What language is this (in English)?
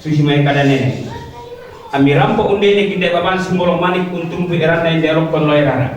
Toraja-Sa'dan